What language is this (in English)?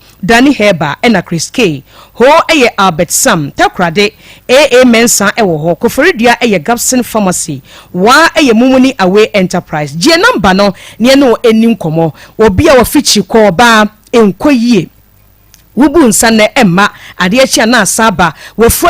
Akan